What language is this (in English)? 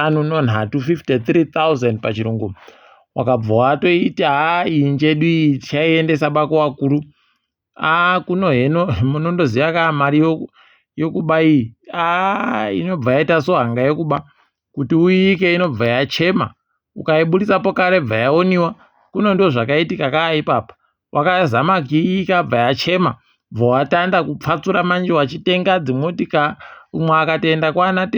Ndau